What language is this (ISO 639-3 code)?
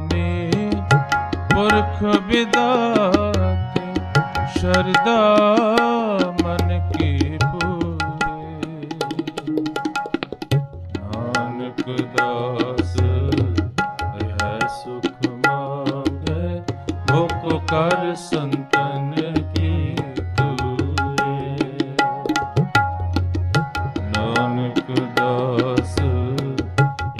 pan